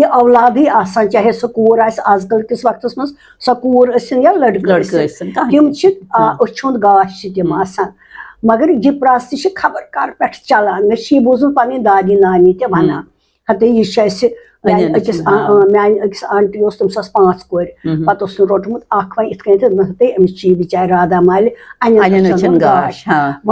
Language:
Kashmiri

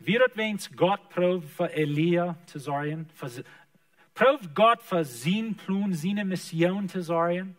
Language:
Plautdietsch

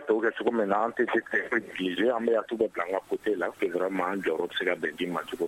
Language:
Bambara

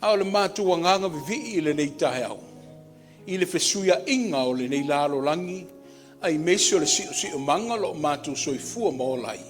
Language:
Samoan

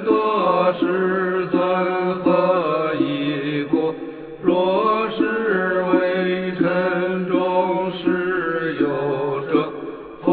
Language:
Chinese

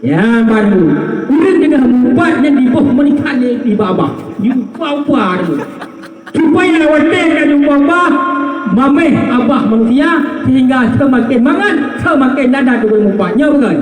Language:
Achinese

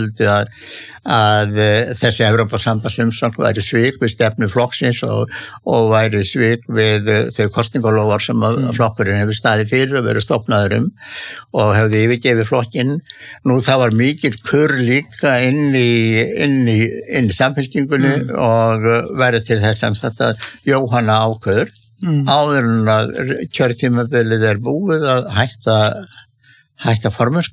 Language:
Icelandic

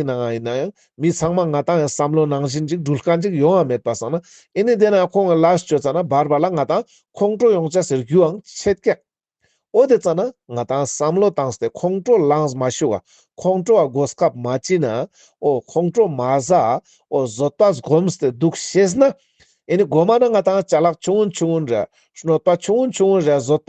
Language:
Ladakhi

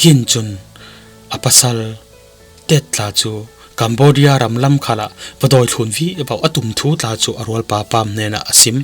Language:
Falam Chin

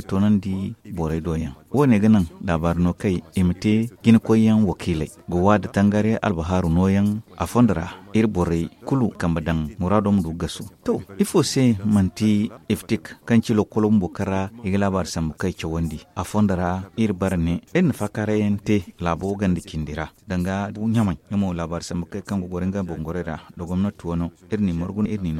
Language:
Zarma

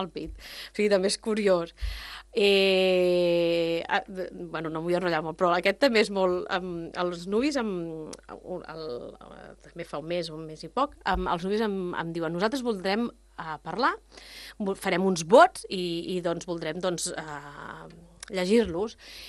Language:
Catalan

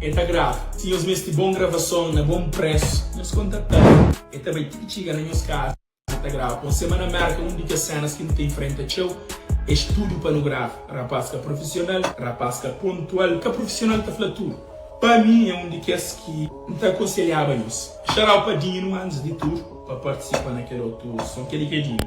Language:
Kabuverdianu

